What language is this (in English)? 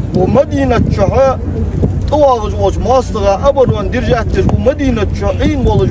Ingush